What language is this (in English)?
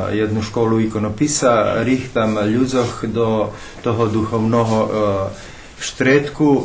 Rusyn